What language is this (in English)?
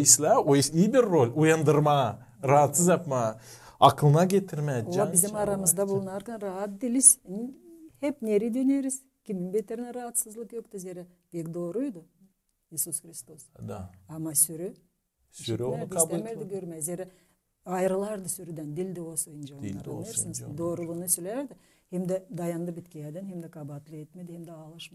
Gagauz